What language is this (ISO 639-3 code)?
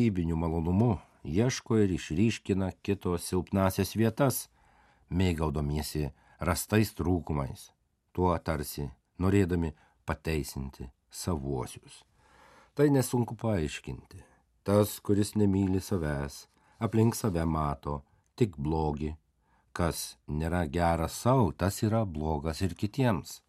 lit